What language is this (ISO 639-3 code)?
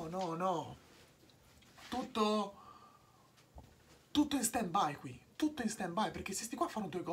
ita